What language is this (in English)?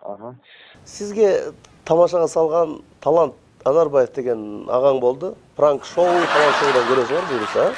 Kyrgyz